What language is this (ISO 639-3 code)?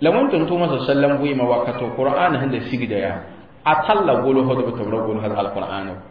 mos